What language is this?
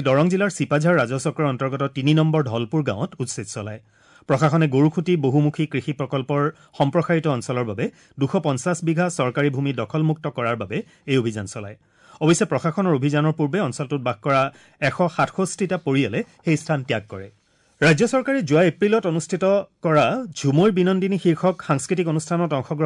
Assamese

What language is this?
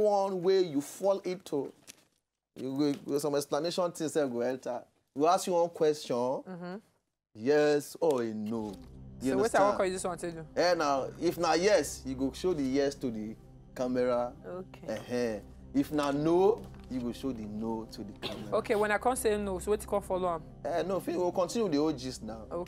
Nigerian Pidgin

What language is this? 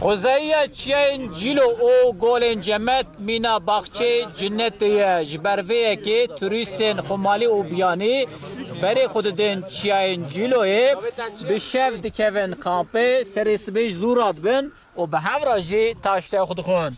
Kurdish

